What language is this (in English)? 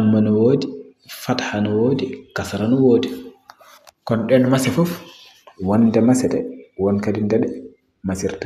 Fula